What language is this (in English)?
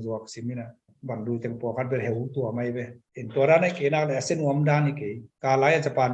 Tedim Chin